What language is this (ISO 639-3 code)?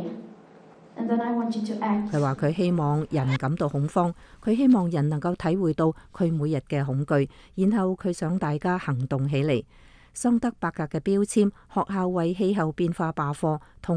yue